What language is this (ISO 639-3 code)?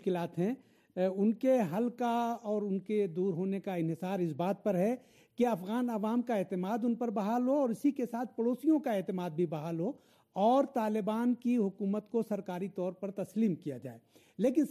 urd